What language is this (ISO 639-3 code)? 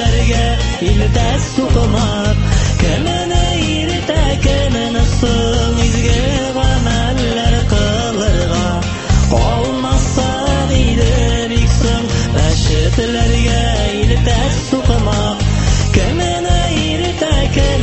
tat